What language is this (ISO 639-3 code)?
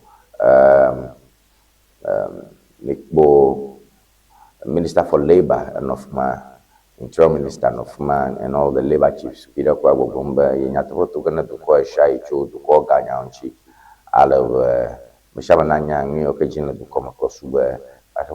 ewe